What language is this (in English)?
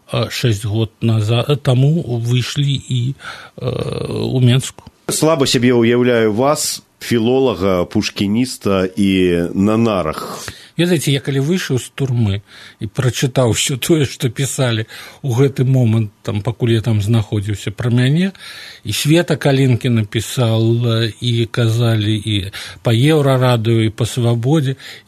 Belarusian